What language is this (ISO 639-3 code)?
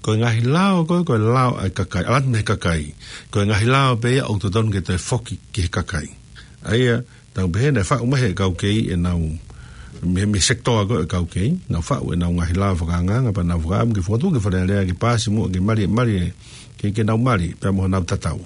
ton